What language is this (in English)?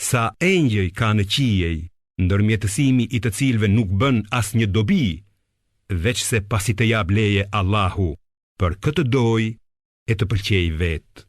Albanian